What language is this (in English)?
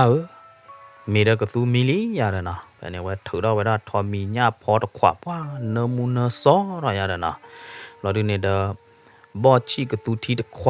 S'gaw Karen